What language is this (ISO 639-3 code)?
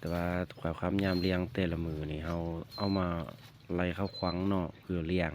lao